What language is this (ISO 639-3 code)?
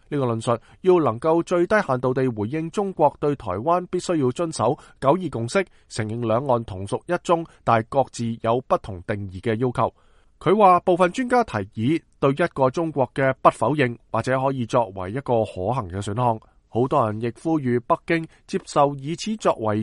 yue